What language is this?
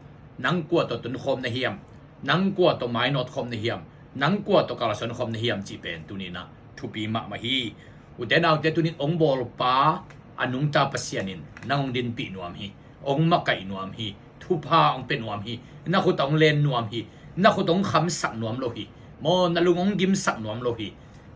Tedim Chin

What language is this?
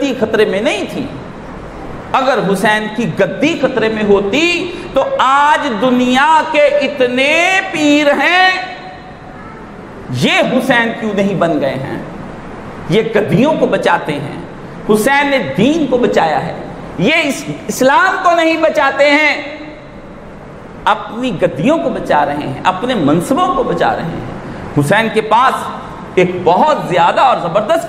Urdu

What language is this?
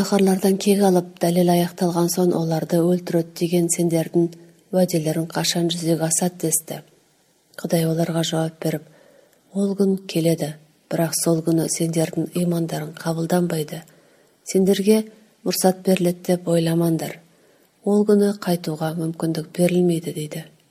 Kazakh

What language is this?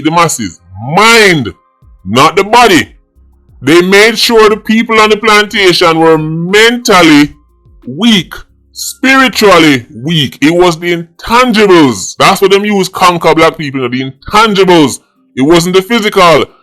Jamaican Creole English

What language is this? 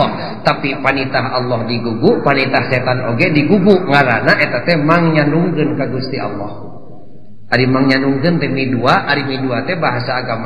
Sundanese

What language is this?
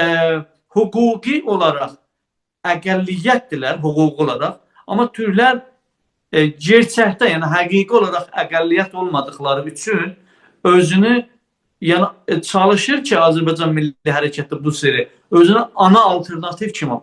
South Azerbaijani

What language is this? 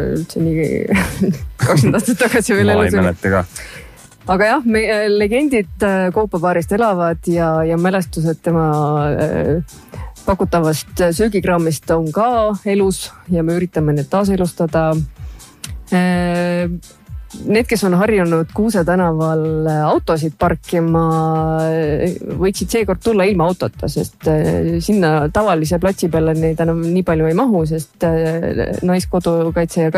Estonian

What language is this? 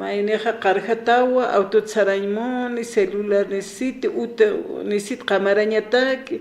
Aymara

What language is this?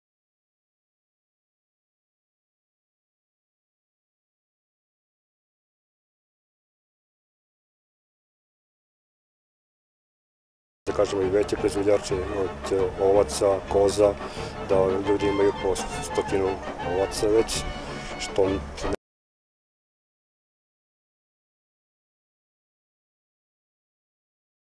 Serbian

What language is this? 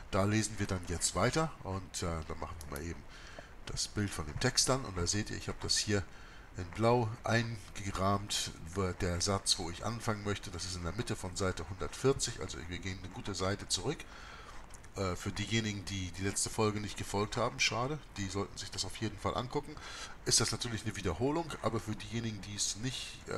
German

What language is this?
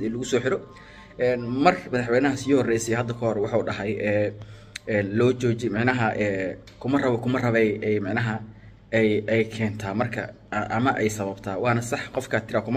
Somali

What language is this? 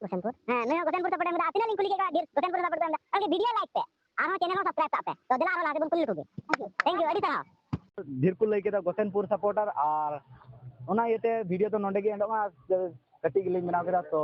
Santali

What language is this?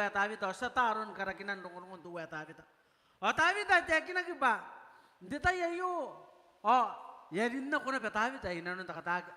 Gilbertese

